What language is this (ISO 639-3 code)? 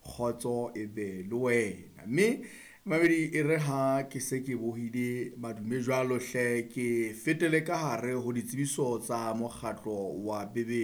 sot